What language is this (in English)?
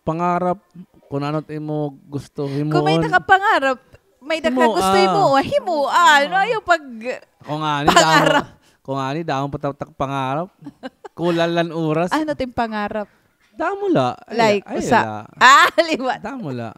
Waray